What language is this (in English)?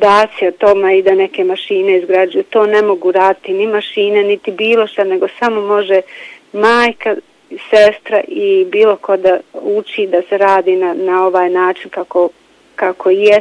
Bosnian